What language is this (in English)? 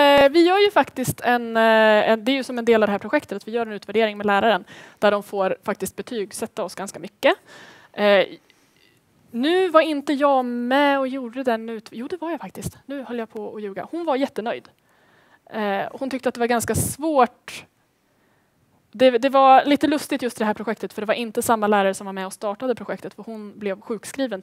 Swedish